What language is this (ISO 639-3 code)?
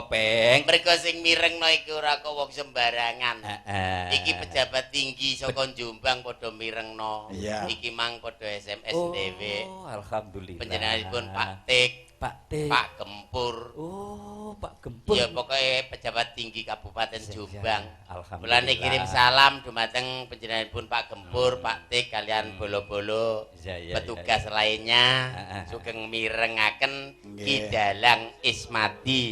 jav